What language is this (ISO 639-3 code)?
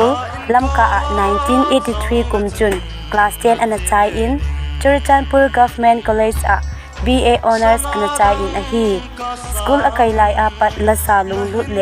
tcz